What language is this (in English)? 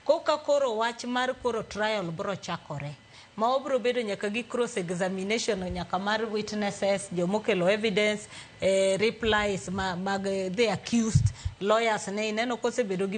Luo (Kenya and Tanzania)